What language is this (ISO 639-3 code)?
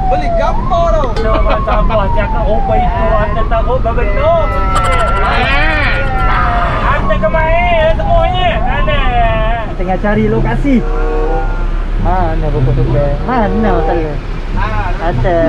msa